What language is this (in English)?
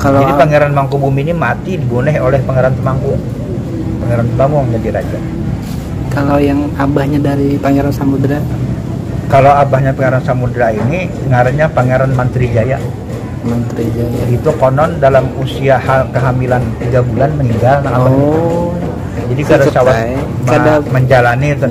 Banjar